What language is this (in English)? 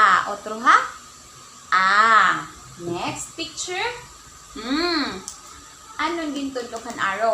Waray